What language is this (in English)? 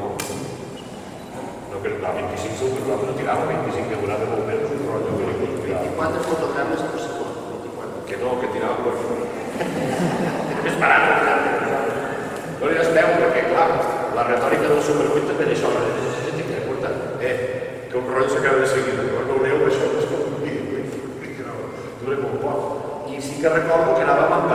Catalan